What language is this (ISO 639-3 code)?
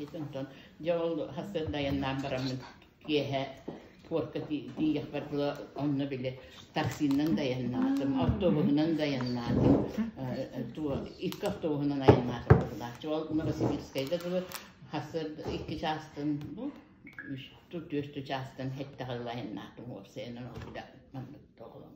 sah